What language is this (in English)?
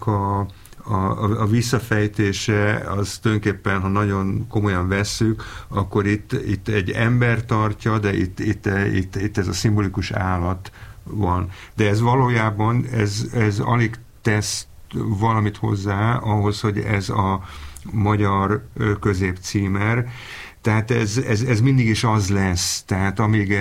Hungarian